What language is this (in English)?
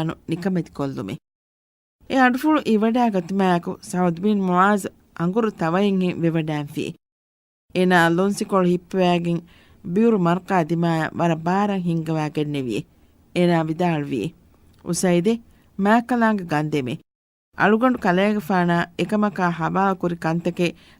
Divehi